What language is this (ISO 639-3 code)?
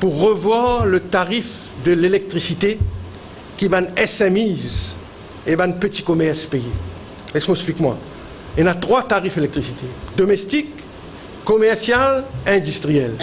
mfe